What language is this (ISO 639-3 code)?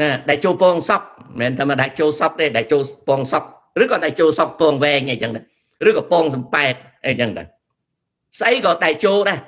khm